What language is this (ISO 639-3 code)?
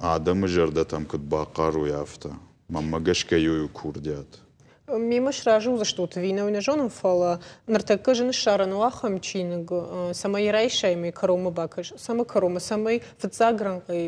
oss